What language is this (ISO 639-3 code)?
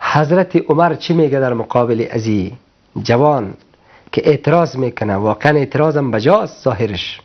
fas